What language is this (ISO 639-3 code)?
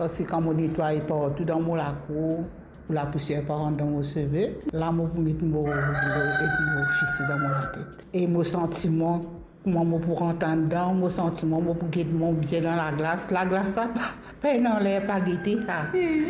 mfe